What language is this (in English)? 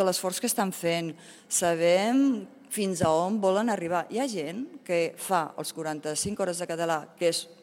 Catalan